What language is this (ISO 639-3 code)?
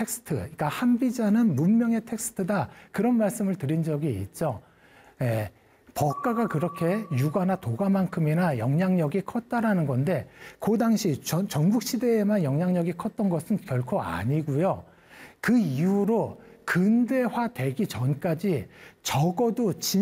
kor